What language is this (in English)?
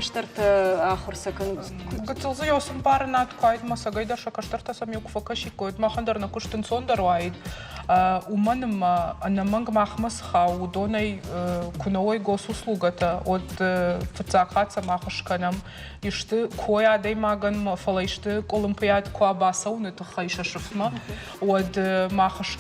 Ossetic